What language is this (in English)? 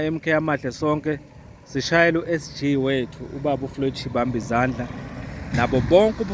Zulu